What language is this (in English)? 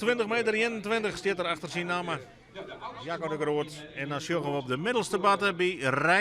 Western Frisian